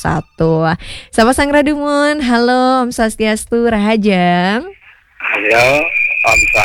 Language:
Balinese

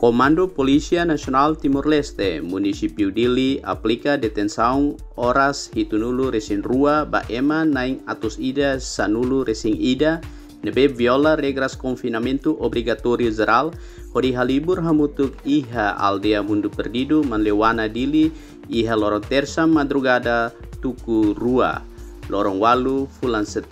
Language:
Tetum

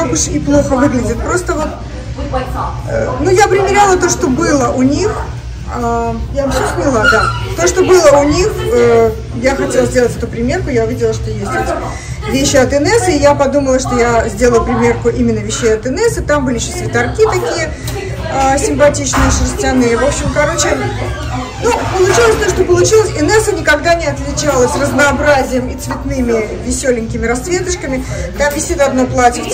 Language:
Russian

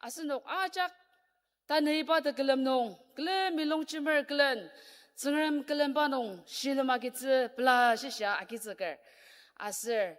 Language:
Ao Naga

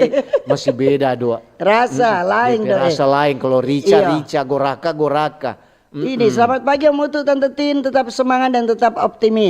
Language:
Manado Malay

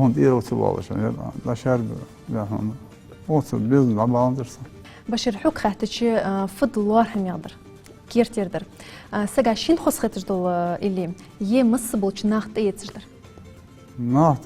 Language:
Ingush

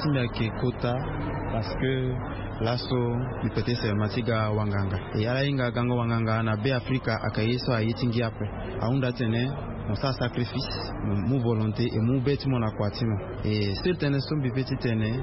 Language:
Sango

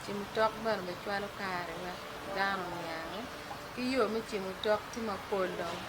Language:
Acoli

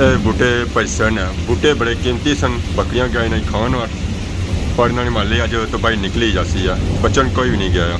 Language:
Pahari-Potwari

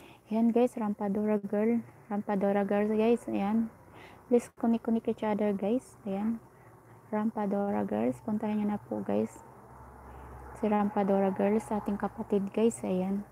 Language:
Filipino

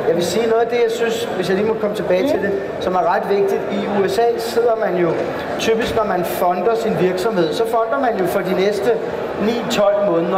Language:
Danish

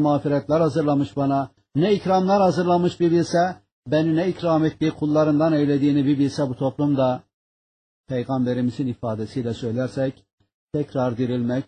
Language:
Turkish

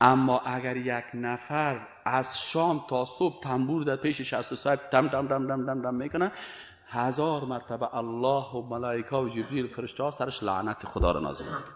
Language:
Persian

